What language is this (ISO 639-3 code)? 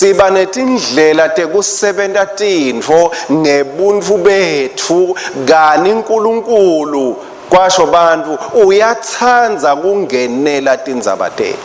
ssw